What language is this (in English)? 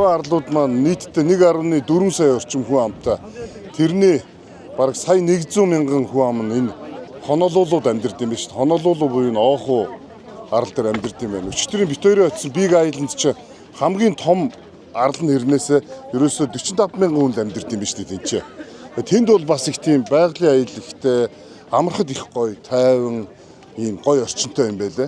Mongolian